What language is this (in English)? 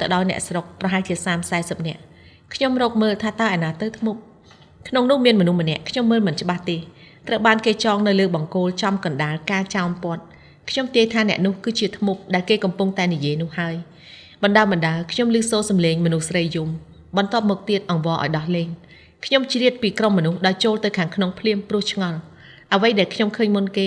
Khmer